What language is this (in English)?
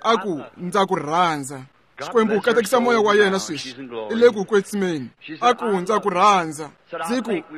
Tsonga